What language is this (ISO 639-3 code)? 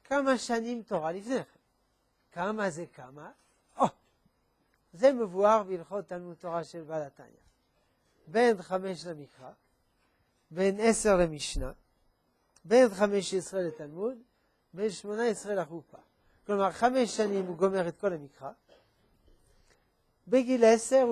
heb